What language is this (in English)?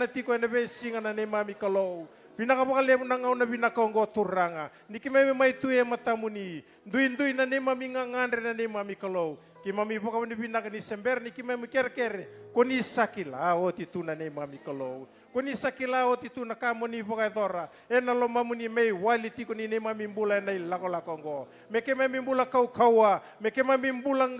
Fijian